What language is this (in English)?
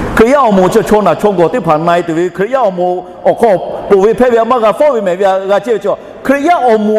Lahu